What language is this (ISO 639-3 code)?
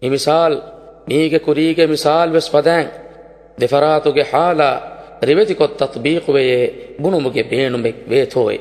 div